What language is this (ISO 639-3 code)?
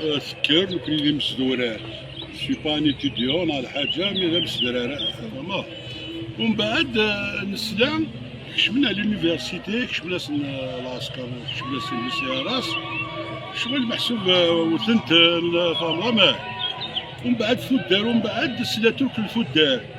kab